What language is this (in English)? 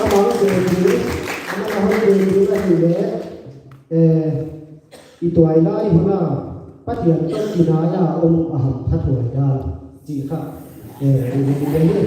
Paite Chin